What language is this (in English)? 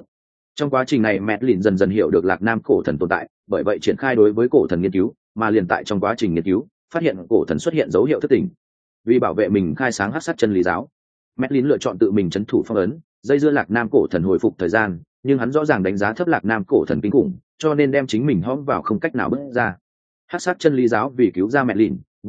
Vietnamese